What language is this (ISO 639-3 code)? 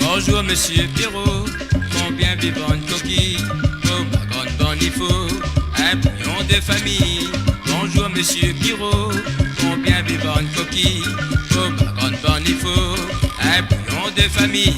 mfe